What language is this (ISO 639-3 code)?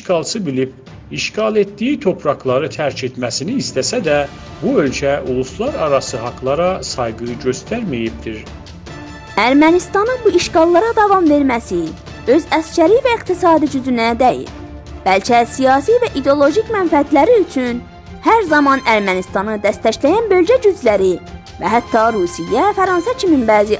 azb